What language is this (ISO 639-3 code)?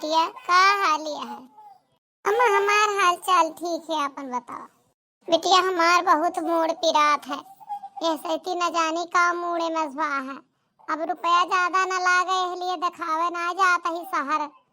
awa